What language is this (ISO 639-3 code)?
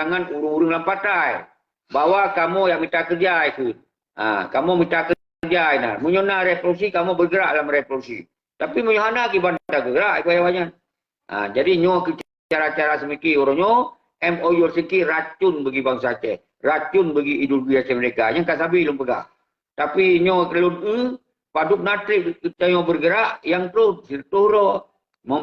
ace